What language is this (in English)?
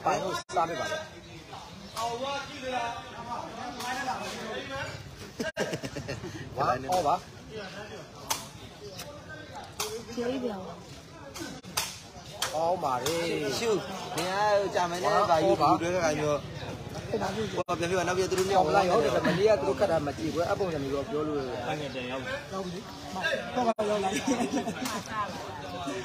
Burmese